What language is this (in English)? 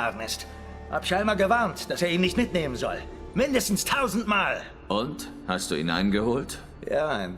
Swiss German